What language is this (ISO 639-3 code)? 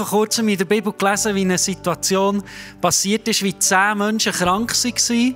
gsw